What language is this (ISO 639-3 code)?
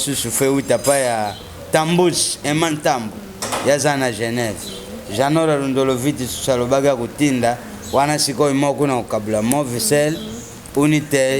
lin